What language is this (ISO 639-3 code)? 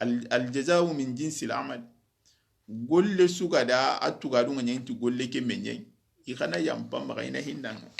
snk